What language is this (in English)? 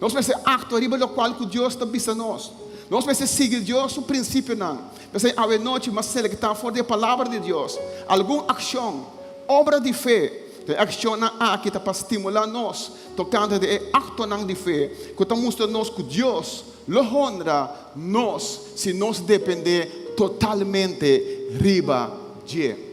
Papiamento